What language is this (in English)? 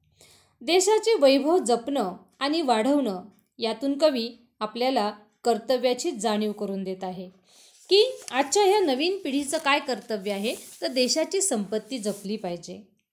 Marathi